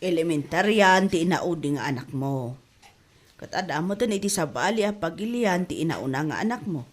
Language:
Iloko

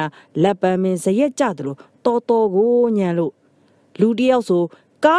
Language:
Burmese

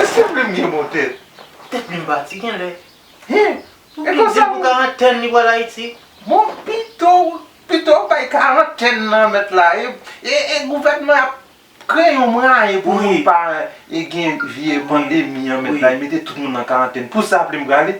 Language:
Haitian Creole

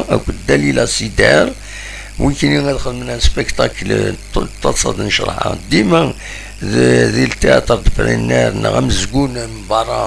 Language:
Kabyle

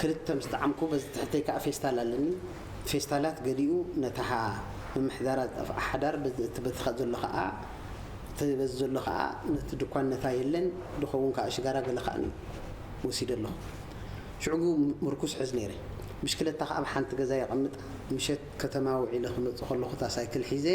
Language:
Tigrinya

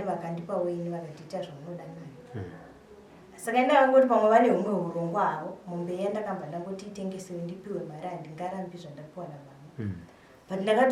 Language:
Shona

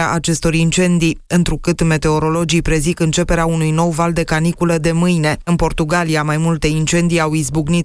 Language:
Romanian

